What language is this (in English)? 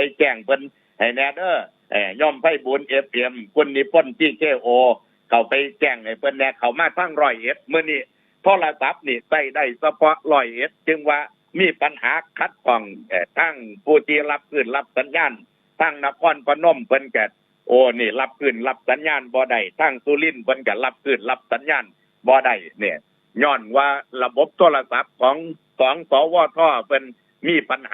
Northeastern Thai